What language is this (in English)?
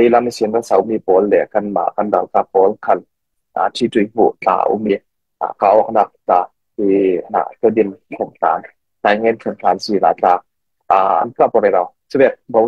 Falam Chin